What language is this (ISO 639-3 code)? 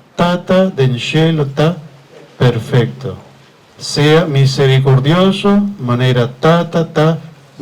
pap